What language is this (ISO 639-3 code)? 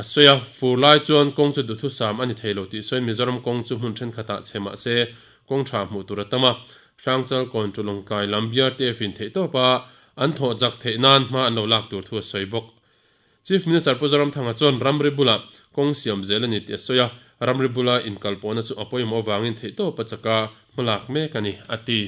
lus